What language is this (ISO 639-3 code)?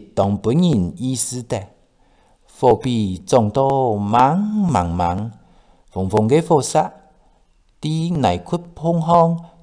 hak